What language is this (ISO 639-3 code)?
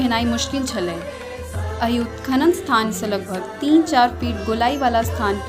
mai